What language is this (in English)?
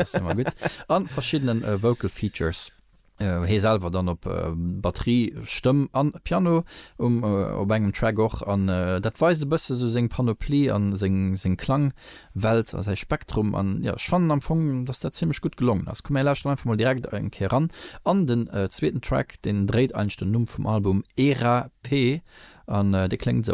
Luxembourgish